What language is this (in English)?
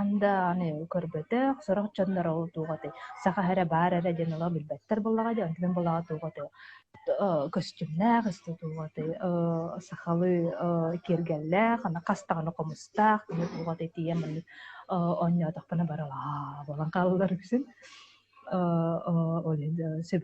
Yakut